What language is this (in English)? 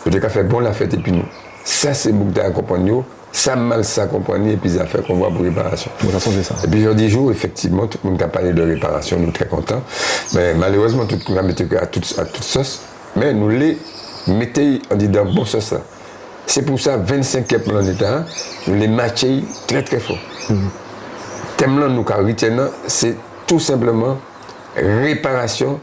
Guadeloupean Creole French